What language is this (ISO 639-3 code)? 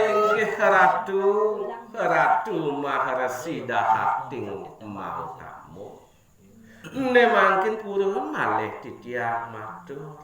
ban